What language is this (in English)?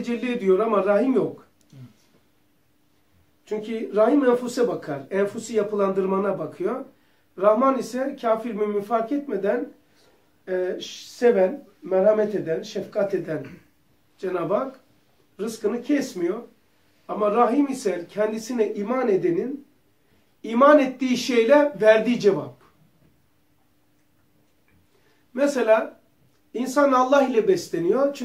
Turkish